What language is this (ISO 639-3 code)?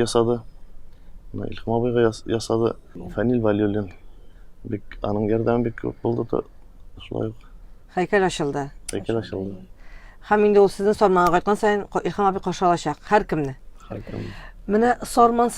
tat